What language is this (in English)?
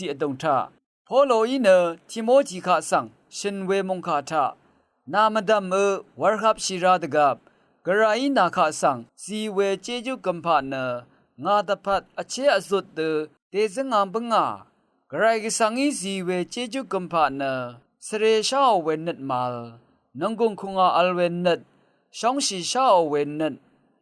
Rawang